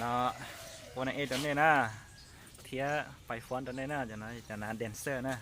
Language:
Hmong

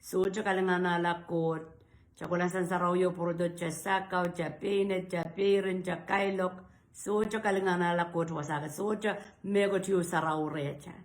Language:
Pohnpeian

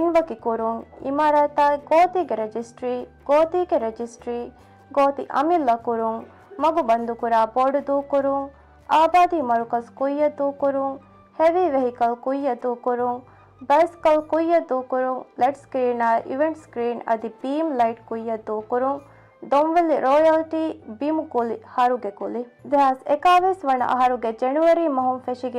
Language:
Divehi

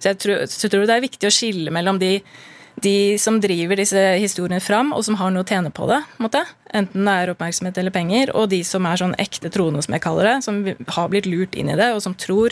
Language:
Norwegian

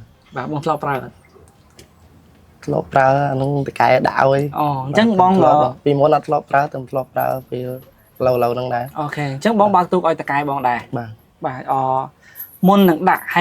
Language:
Khmer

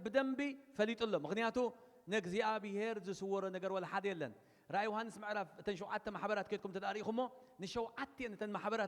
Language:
Tigrinya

